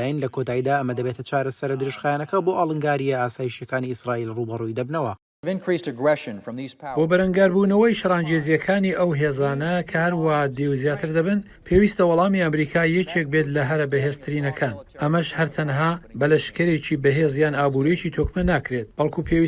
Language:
Central Kurdish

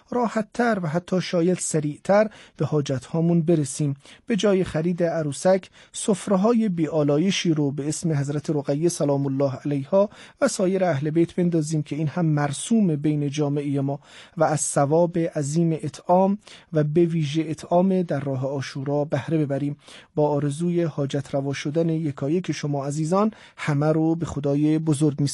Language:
Persian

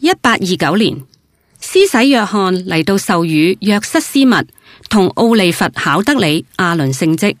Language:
Cantonese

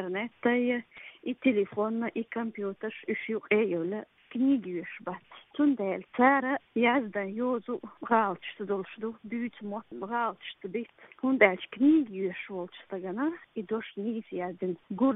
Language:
Chechen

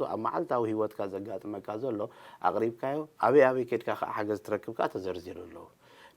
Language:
Tigrinya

